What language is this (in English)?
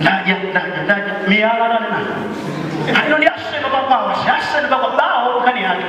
Nyanja